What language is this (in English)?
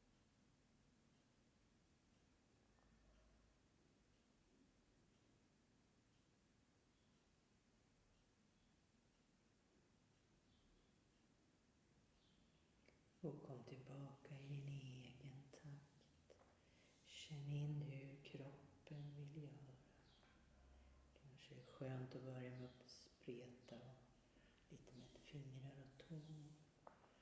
Swedish